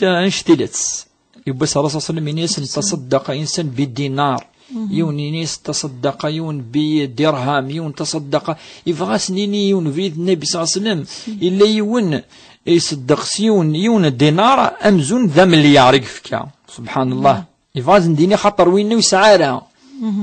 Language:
Kabyle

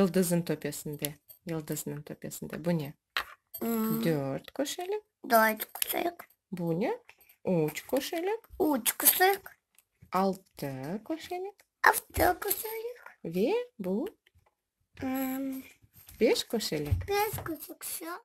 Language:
Crimean Tatar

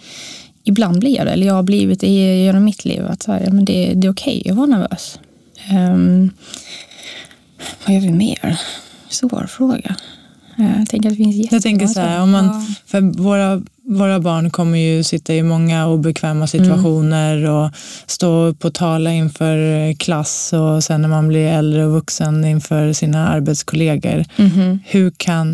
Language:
Swedish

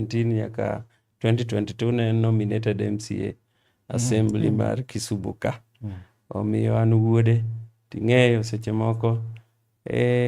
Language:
Luo (Kenya and Tanzania)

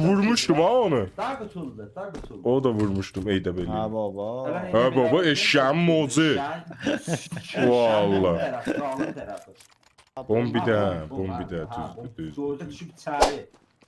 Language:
South Azerbaijani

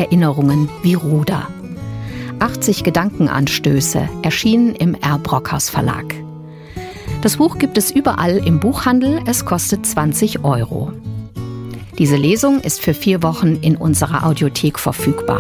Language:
German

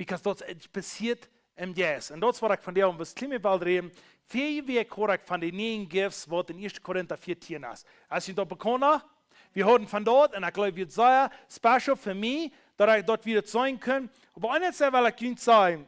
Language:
Plautdietsch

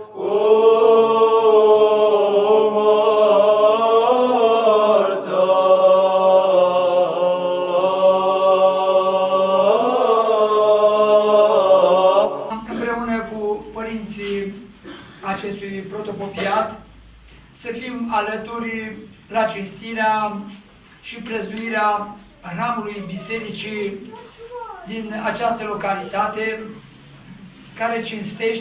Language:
Romanian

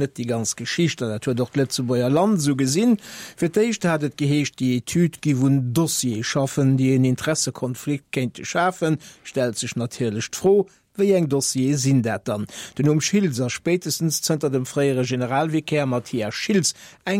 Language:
Luxembourgish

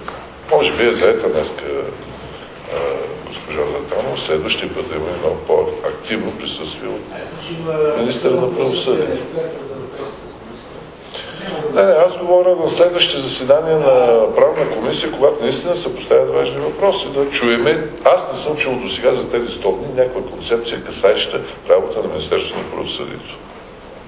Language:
Bulgarian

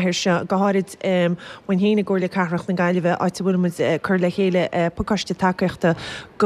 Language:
Irish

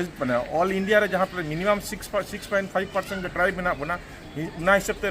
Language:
Santali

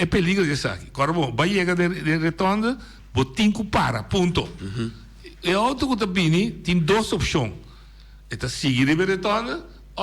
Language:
Papiamento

